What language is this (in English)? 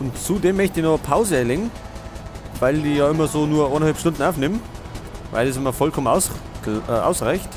Bavarian